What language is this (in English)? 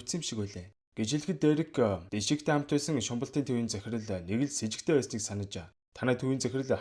Mongolian